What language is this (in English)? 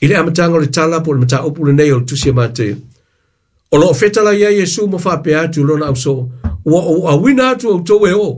Samoan